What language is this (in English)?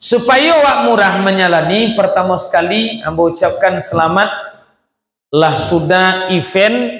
Minangkabau